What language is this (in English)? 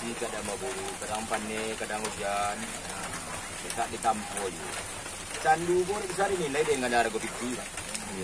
Minangkabau